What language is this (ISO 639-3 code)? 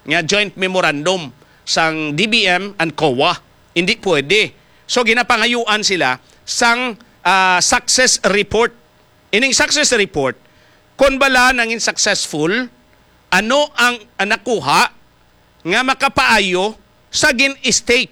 hil